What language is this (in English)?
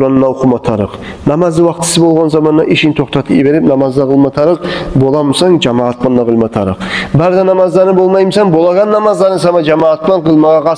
Kumyk